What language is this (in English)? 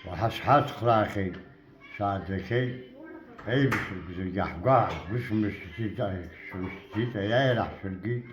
Abkhazian